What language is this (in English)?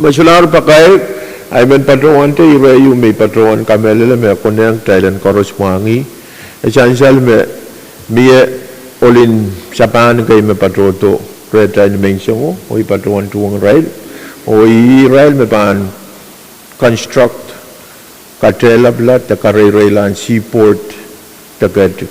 Pohnpeian